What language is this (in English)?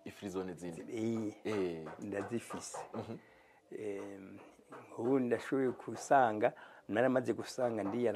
Rundi